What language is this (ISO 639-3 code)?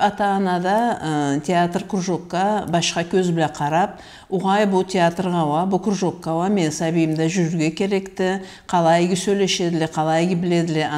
krc